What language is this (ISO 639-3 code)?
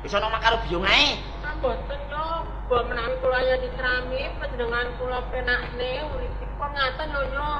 jav